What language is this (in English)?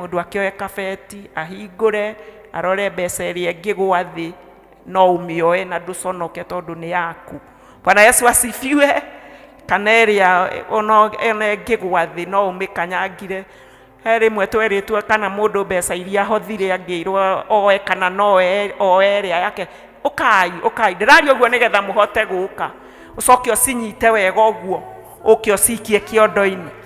Kikuyu